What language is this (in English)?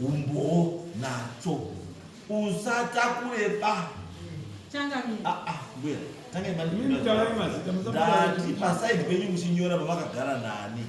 Shona